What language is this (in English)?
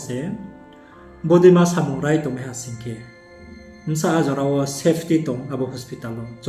Riang (India)